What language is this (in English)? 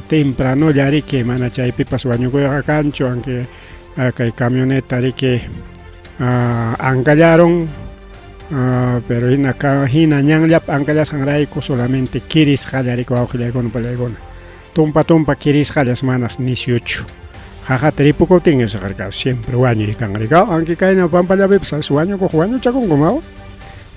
Ayacucho Quechua